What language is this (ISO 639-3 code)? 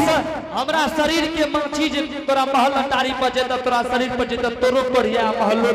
anp